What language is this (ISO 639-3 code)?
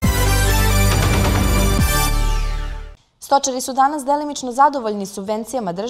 srp